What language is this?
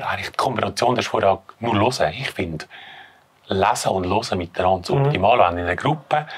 Swiss German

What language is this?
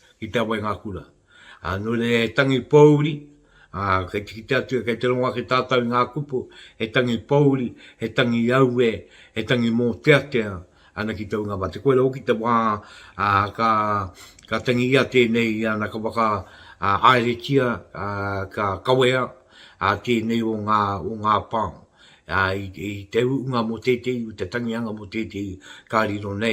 Māori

